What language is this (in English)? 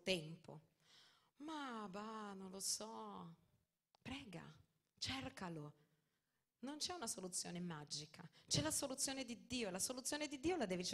Italian